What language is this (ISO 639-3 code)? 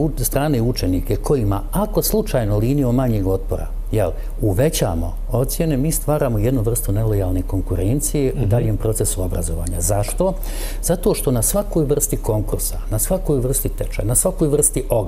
bos